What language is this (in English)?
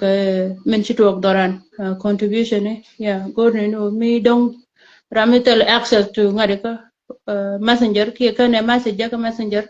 Nuer